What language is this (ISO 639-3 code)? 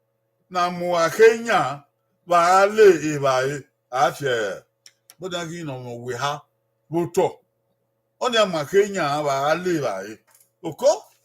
bin